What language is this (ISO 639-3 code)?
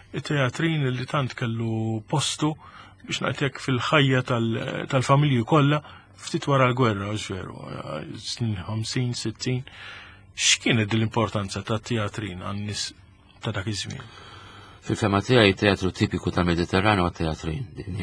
mlt